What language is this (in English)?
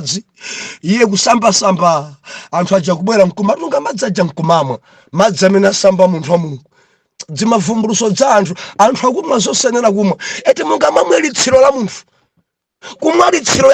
Nyanja